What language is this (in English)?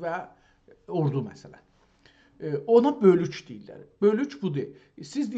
South Azerbaijani